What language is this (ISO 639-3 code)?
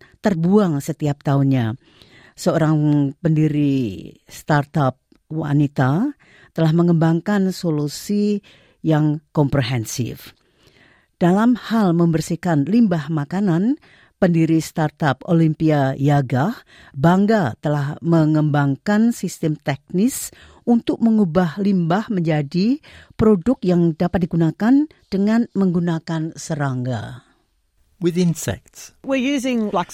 ind